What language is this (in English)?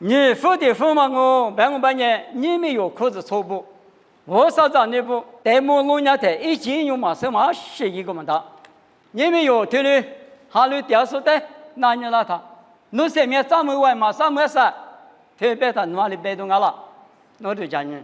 Lisu